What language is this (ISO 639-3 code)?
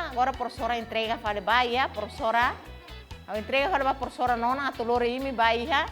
tet